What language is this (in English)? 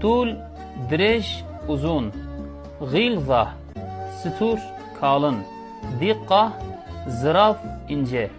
Kurdish